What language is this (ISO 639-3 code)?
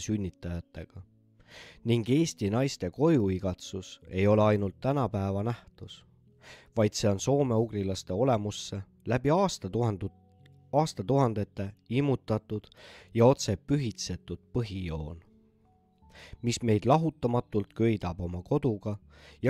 est